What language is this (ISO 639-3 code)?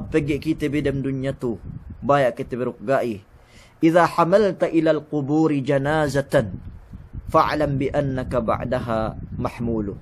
yka